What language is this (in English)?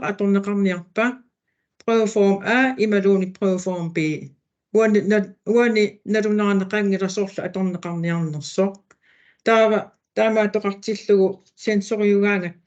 Kalaallisut